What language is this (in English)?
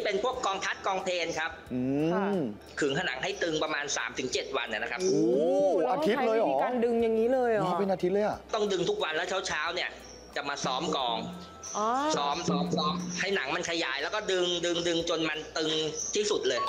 Thai